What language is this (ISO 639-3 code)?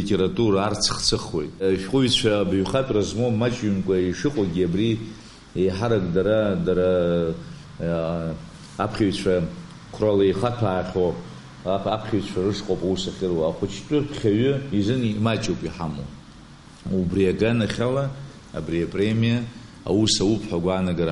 abk